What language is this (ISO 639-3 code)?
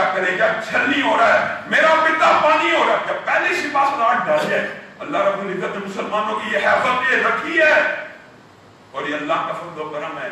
urd